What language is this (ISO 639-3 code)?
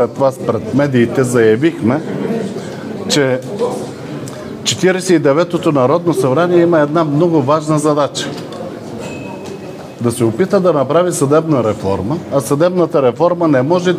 bul